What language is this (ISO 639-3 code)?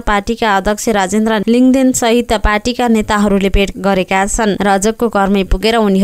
nep